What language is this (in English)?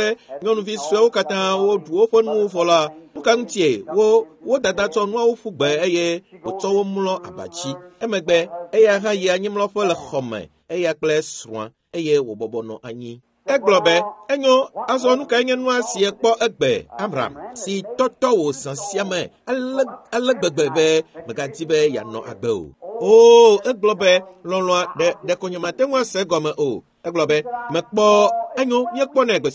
Ewe